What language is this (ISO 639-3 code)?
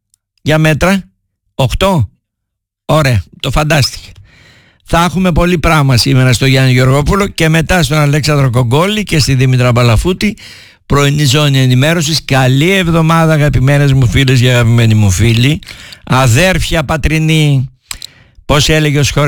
ell